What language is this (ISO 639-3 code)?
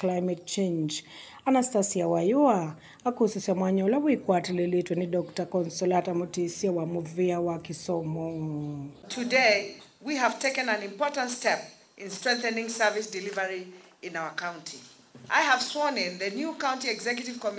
kam